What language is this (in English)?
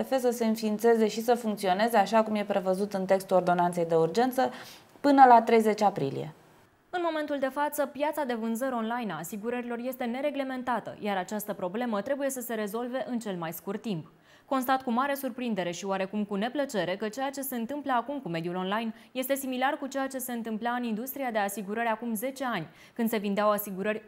Romanian